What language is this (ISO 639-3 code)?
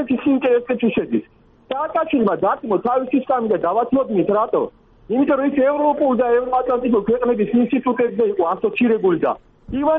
kat